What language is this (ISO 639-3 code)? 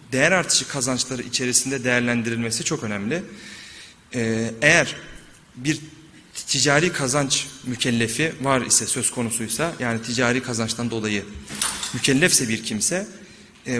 tur